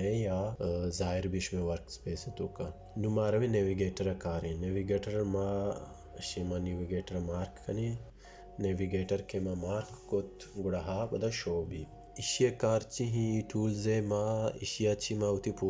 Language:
Baluchi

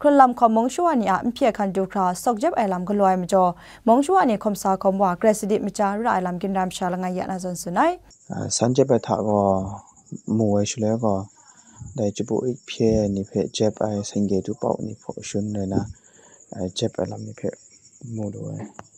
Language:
Kachin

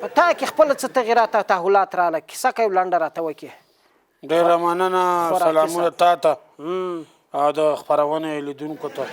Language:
Pashto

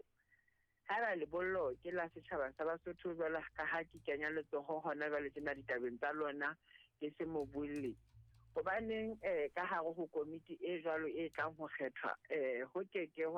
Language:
Southern Sotho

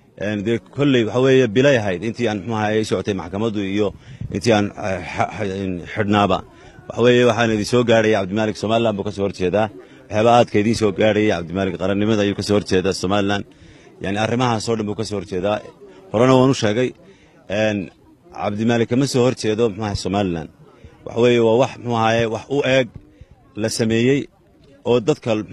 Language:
Somali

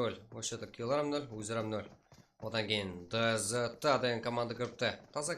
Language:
Kara-Kalpak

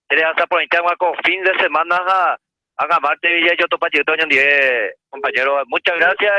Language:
Guarani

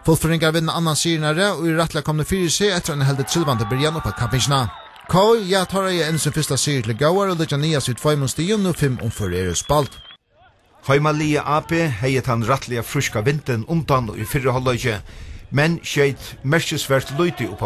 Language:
Faroese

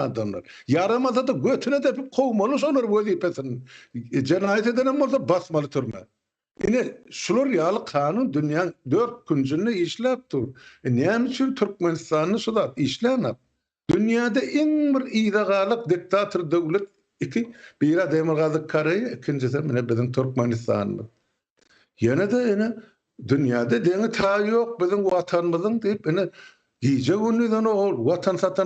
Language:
Turkmen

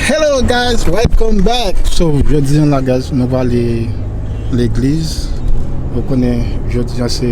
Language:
Haitian Creole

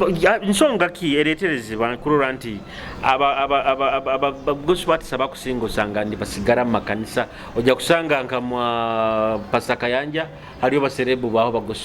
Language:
Nyoro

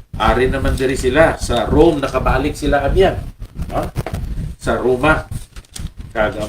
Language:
Hiligaynon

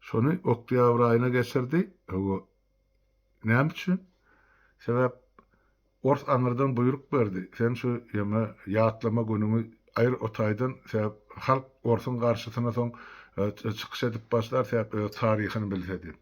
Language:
Turkmen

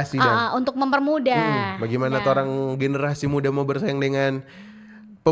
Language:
Manado Malay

